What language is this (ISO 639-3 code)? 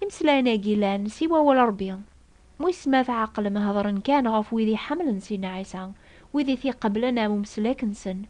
kab